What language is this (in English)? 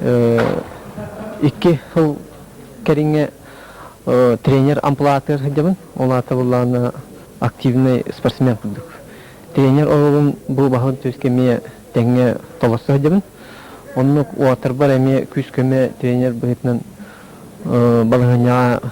Yakut